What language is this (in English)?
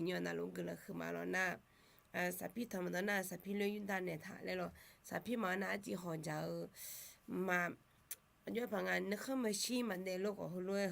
Akha